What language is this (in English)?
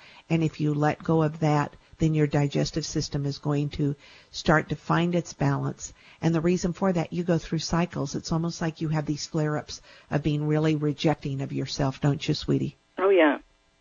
English